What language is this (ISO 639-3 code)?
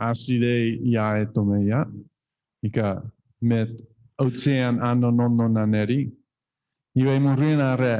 chk